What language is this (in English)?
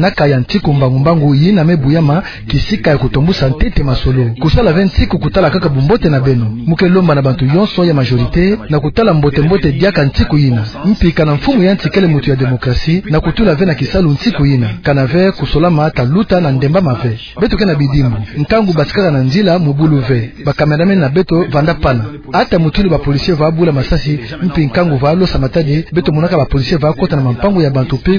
Kituba (Democratic Republic of Congo)